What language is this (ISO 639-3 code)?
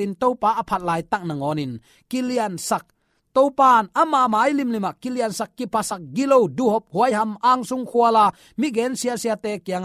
ctd